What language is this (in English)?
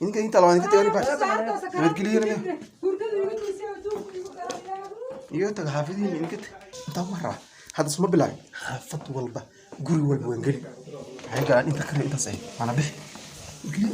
Somali